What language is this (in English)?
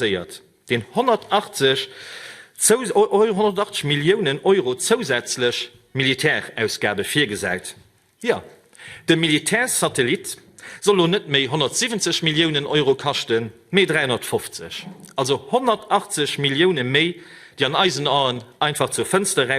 Luxembourgish